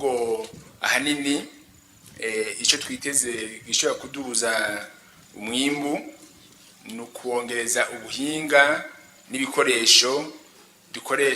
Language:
Rundi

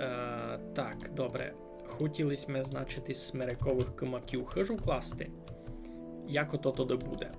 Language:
Rusyn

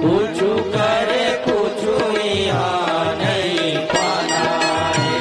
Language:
Chhattisgarhi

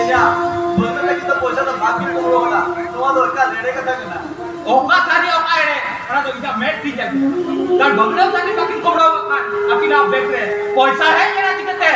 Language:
Santali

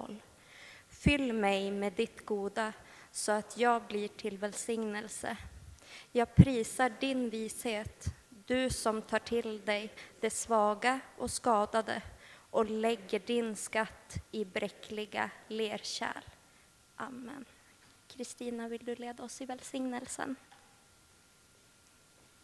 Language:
Swedish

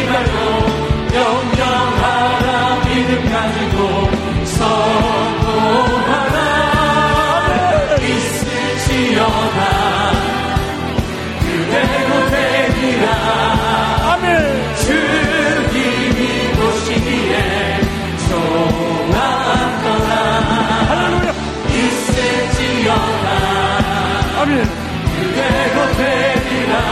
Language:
Korean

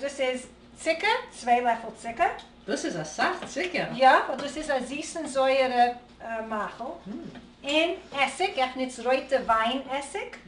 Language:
Yiddish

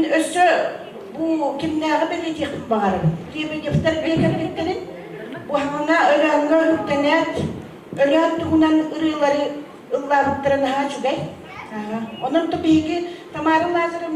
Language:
Yakut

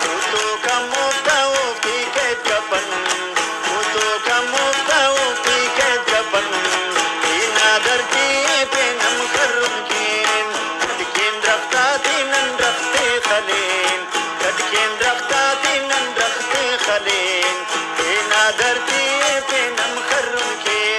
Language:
Brahui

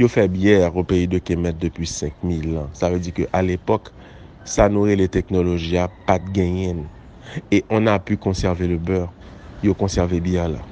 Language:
Haitian Creole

